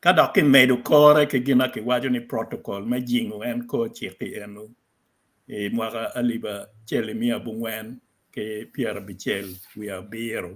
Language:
Acoli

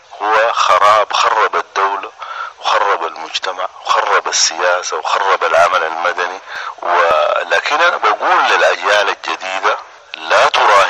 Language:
Sudanese Arabic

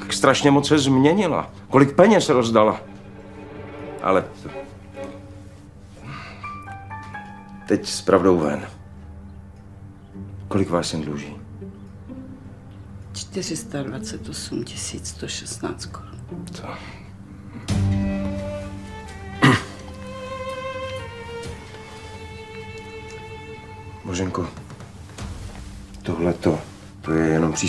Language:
Czech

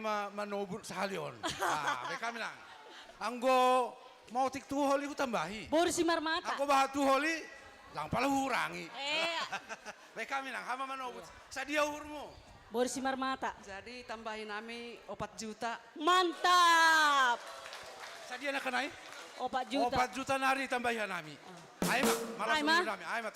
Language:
Batak Simalungun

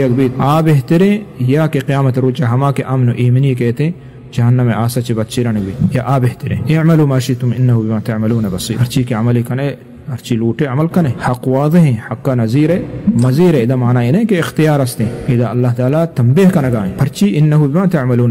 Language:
Eastern Balochi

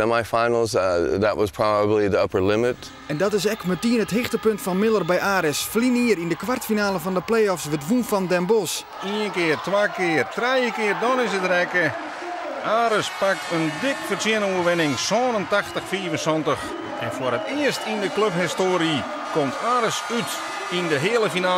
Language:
Western Frisian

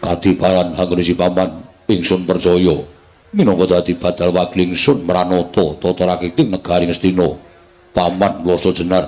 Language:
Javanese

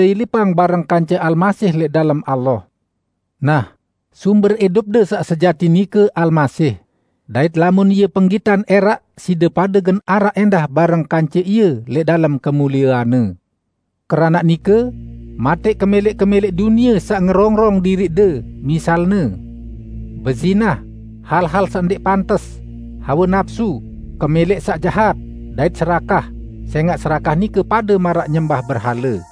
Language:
Sasak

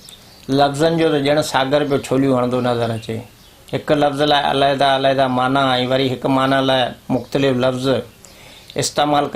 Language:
Sindhi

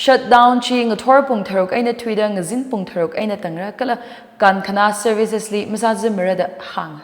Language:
Tangkhul Naga (India)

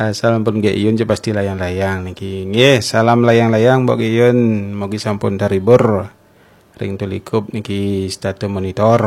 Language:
Balinese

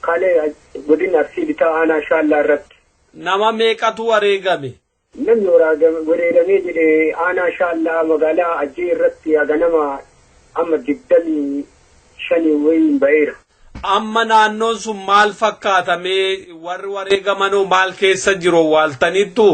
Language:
Oromo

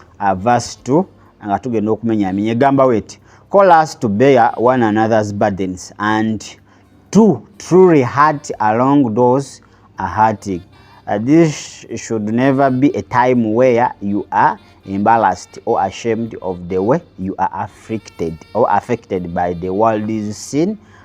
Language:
Ganda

